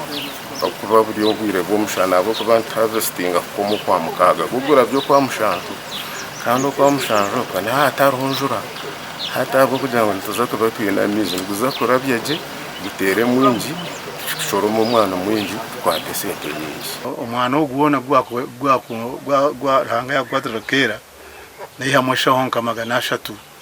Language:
Nyankole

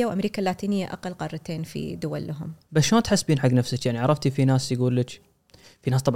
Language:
Gulf Arabic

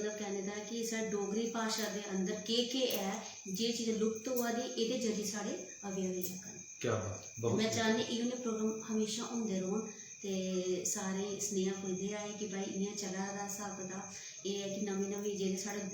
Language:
Dogri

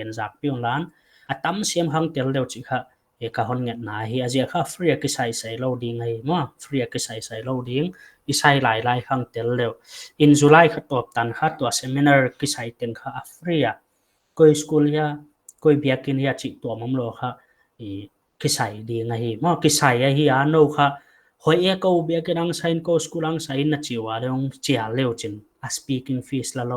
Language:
Paite Chin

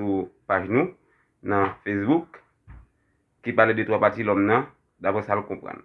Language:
Haitian Creole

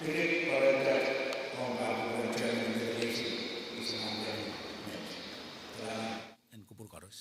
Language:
Pohnpeian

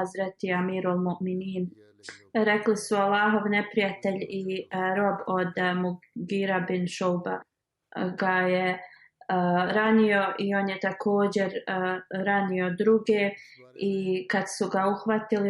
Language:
Bosnian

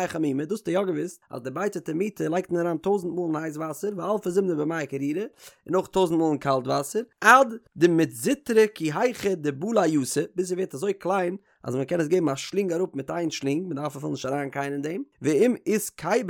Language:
Yiddish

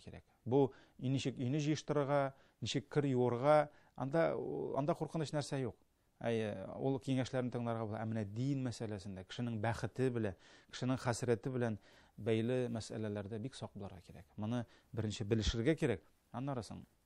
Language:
Tatar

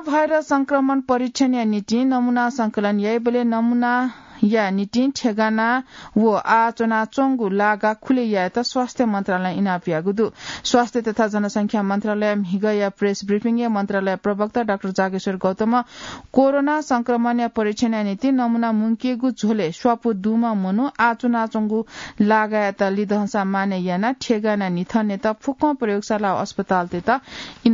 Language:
Newari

